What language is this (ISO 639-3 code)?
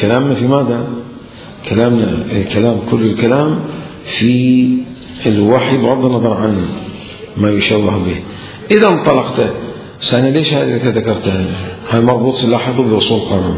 acm